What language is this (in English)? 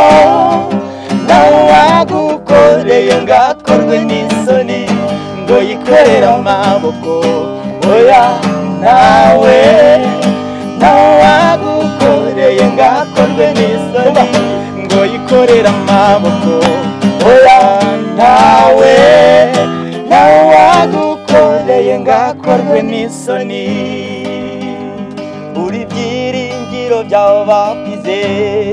Kinyarwanda